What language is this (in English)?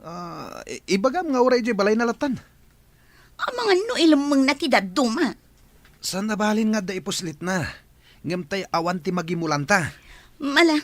Iloko